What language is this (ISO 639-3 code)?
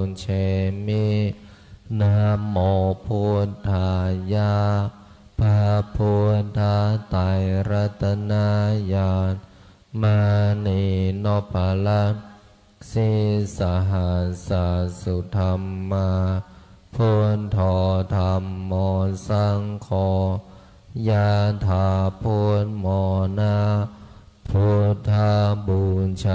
pli